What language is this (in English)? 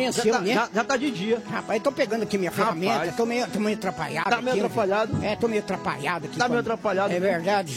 Portuguese